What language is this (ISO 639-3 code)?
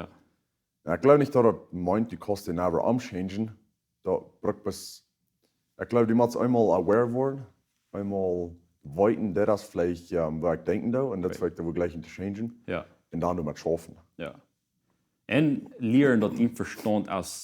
pdt